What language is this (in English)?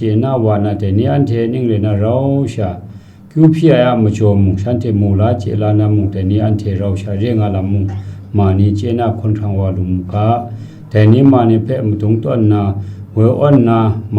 Kachin